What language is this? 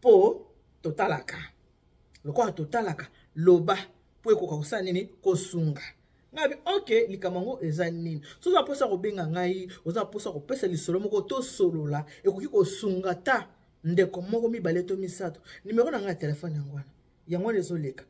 Lingala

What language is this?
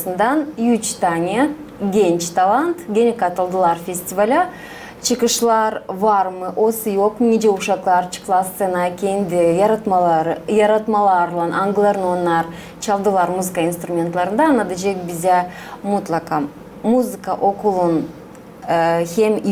Gagauz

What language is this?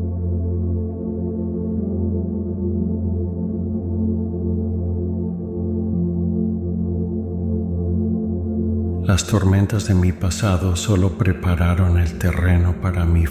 Spanish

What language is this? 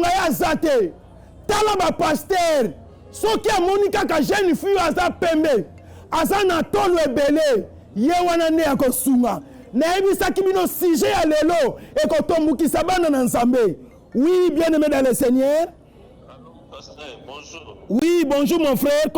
Lingala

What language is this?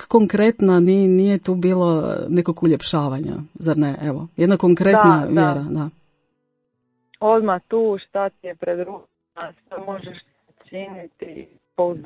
Croatian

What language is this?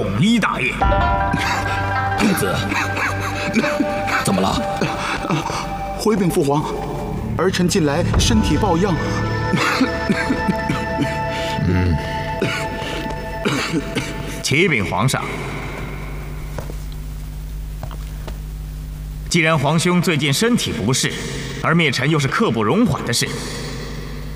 Chinese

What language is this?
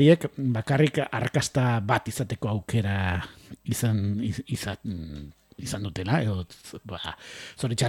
Basque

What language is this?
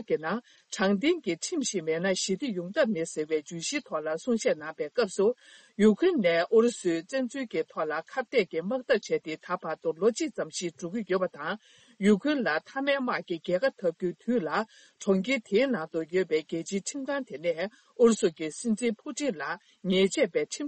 Tibetan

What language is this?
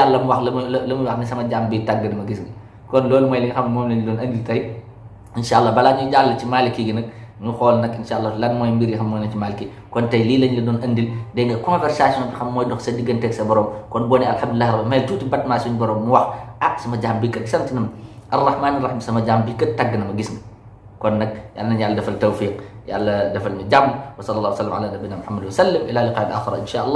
Wolof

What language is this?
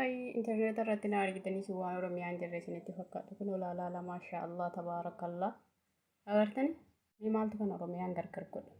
Oromo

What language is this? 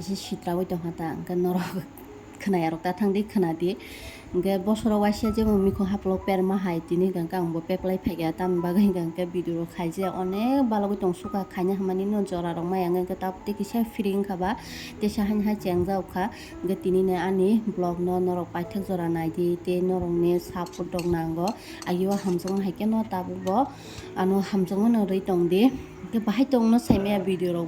Kok Borok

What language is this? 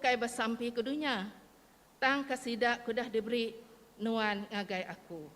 Iban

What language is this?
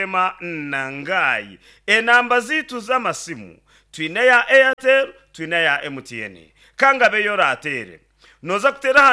Nyankole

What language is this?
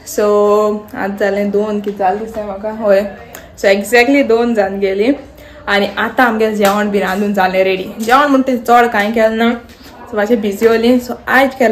Konkani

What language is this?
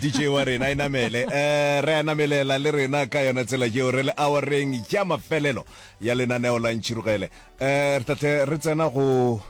Northern Sotho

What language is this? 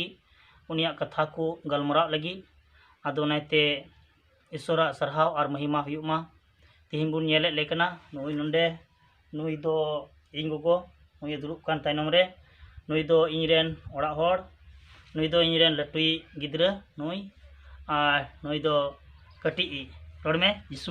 Santali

